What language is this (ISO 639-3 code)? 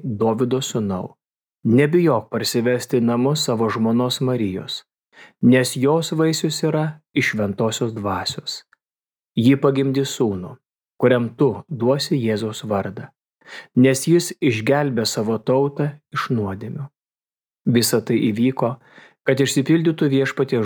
lit